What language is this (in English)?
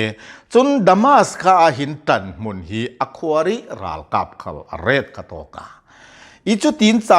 Hakha Chin